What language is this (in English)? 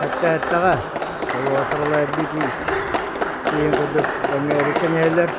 Yakut